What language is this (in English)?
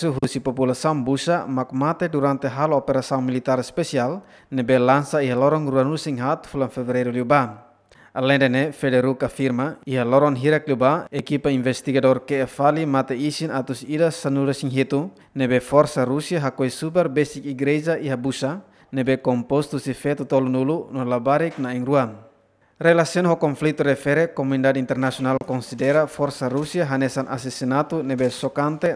Tetum